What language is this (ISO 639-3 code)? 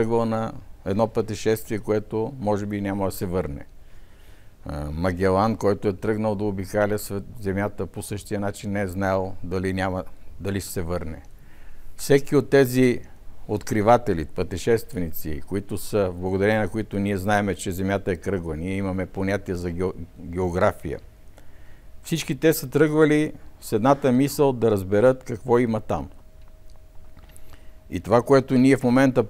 bul